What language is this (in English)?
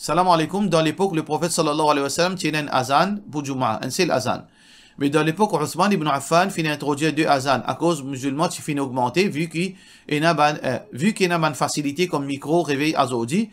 Morisyen